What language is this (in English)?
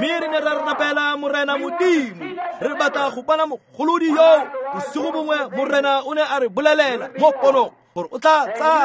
Tswana